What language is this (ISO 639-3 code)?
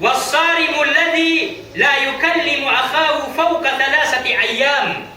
mrw